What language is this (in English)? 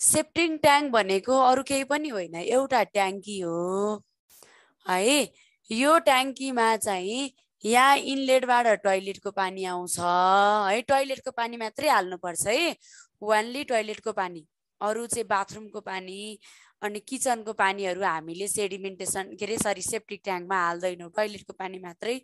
Nepali